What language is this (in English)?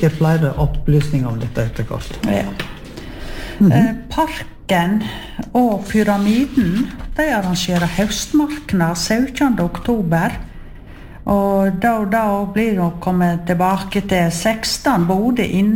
Norwegian